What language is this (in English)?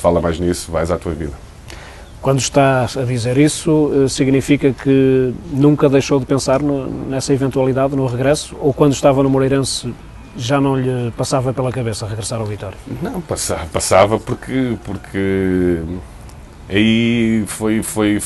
Portuguese